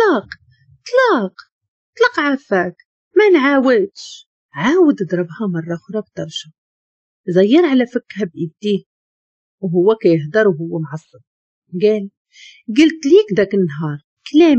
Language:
Moroccan Arabic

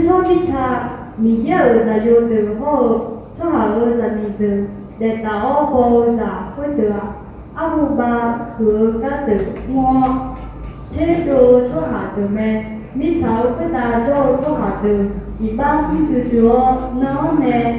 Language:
Akha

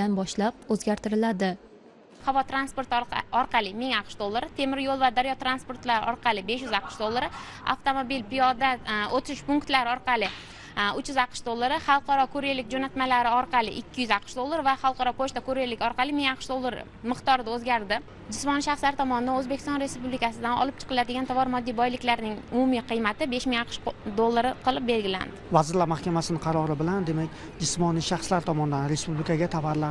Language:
Uzbek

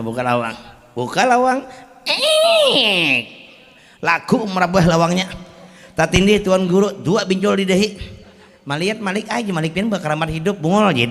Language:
Banjar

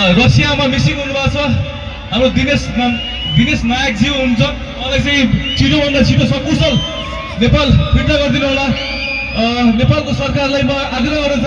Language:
Nepali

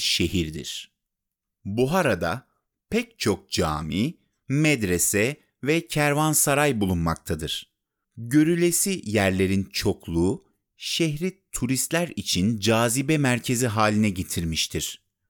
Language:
Turkish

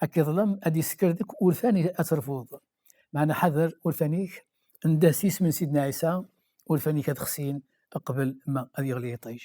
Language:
Kabyle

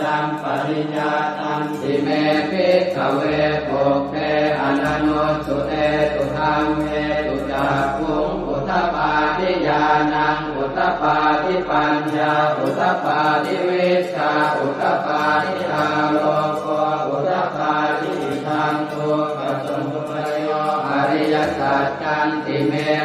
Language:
Pali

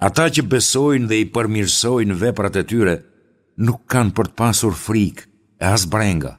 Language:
Albanian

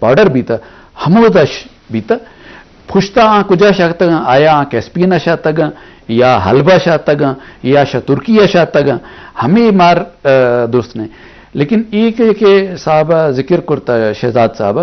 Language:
Eastern Balochi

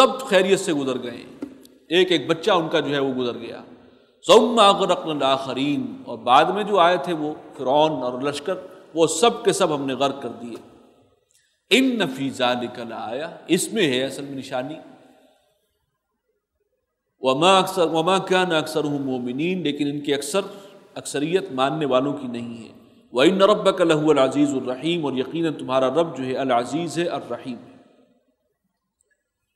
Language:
Urdu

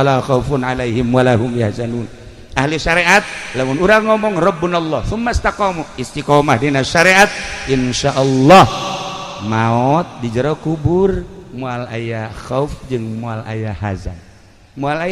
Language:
Sundanese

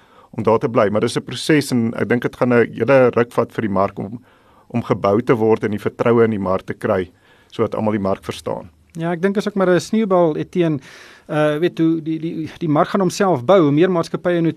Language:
Afrikaans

